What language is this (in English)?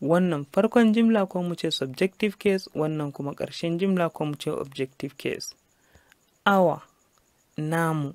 Hausa